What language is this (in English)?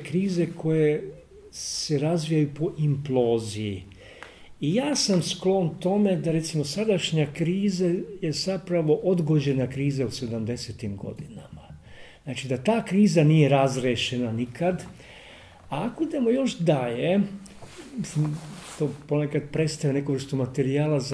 Serbian